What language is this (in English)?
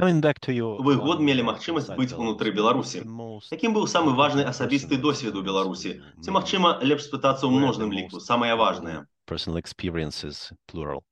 Belarusian